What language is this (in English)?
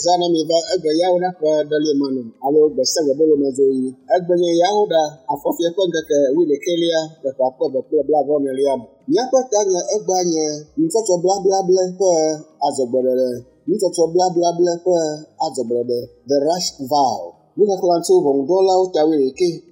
Ewe